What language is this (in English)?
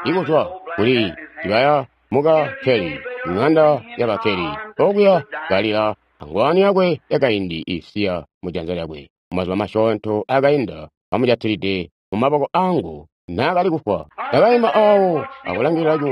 Tonga (Zambia)